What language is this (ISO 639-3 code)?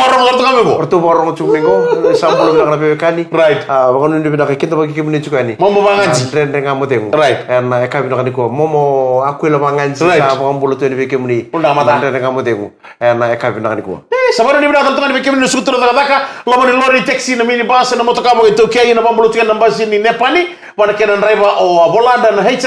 fij